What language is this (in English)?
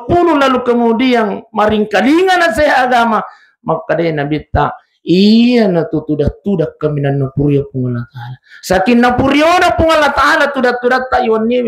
Buginese